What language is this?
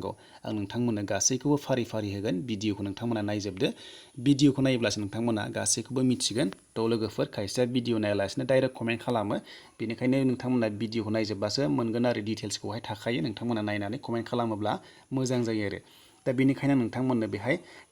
Bodo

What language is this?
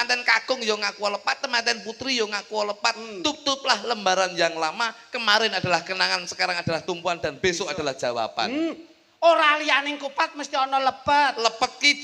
Javanese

